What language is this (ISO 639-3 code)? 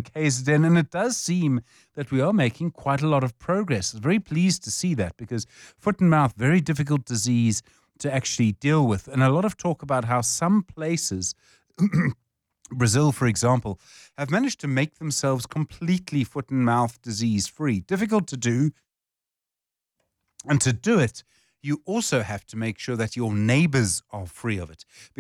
eng